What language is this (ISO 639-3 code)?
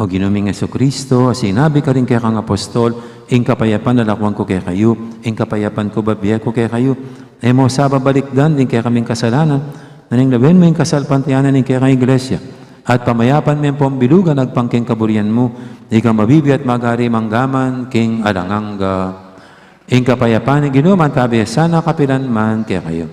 pam